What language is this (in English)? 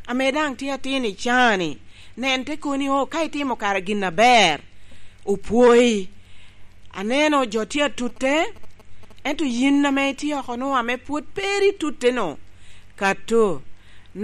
Lango (Uganda)